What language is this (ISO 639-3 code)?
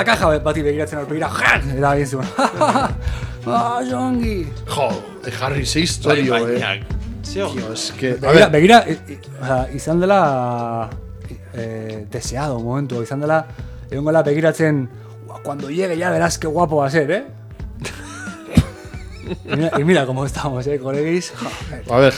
eus